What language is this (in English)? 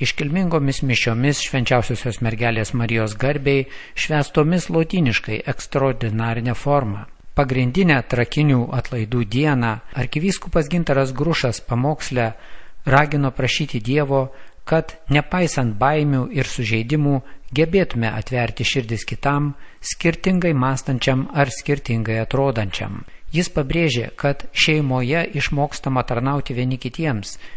Lithuanian